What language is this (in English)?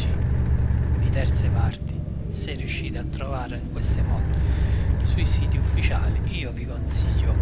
Italian